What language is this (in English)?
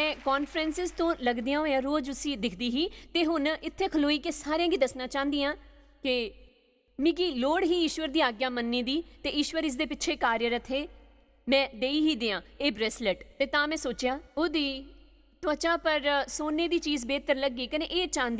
Dogri